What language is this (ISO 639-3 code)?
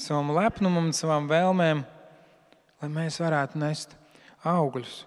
lav